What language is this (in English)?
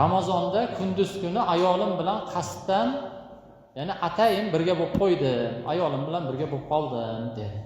Uzbek